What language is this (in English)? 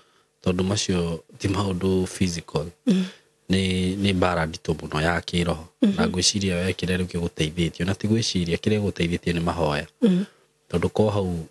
Kikuyu